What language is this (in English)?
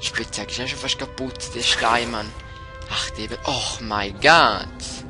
Swiss German